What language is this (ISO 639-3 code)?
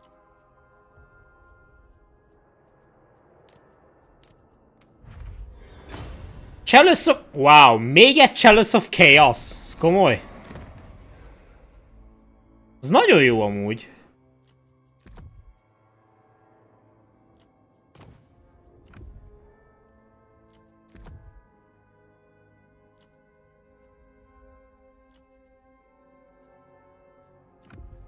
hun